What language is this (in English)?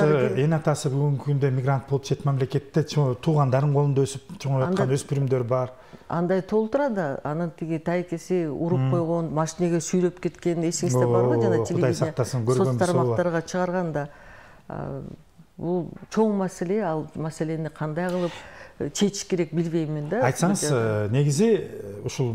Kyrgyz